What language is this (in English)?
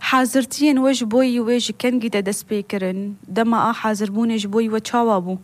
Kurdish